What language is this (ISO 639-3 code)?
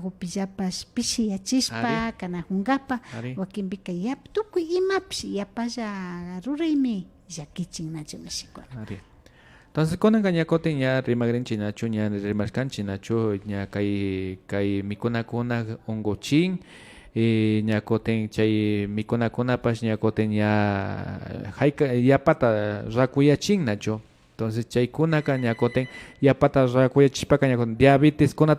qvi